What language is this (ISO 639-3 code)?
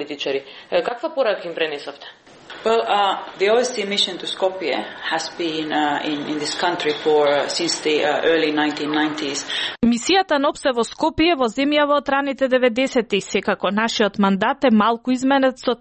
mkd